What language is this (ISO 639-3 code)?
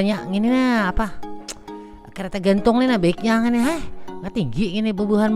bjn